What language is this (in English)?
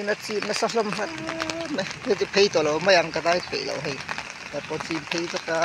Mizo